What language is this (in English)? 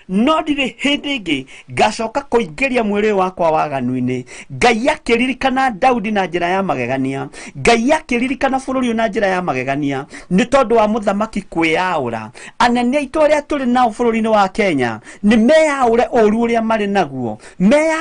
Kikuyu